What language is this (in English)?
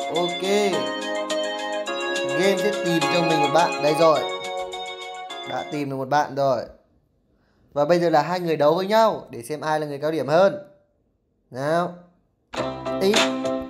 Vietnamese